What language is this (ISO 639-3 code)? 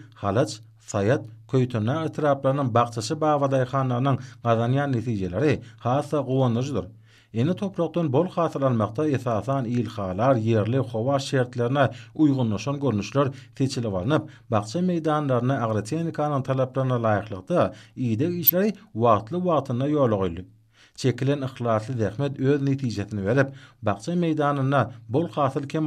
tuk